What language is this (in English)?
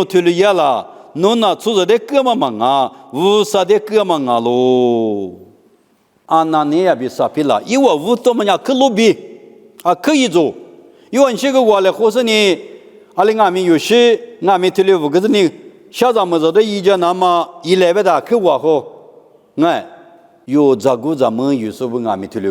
Lisu